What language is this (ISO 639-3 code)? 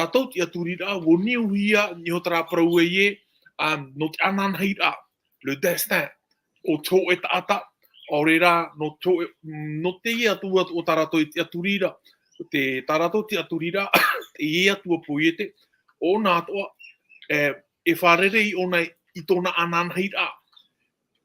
tah